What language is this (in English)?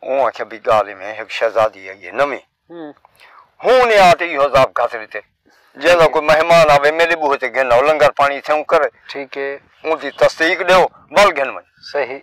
Saraiki